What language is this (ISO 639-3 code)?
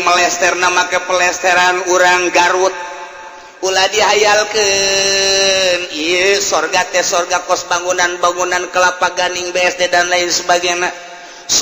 sun